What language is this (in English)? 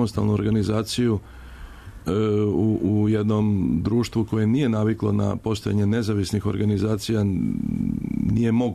Serbian